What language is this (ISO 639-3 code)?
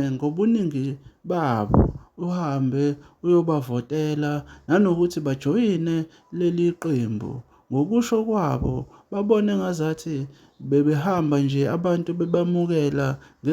zul